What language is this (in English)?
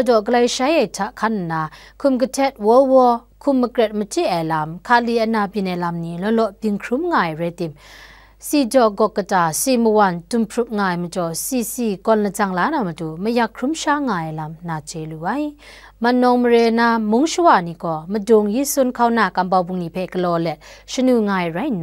Kachin